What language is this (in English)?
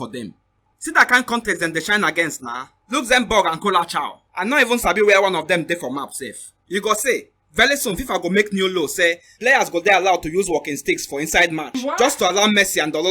Nigerian Pidgin